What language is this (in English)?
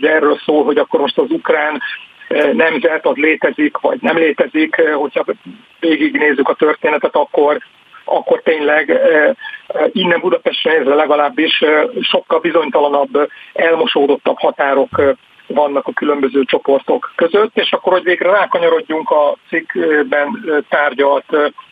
Hungarian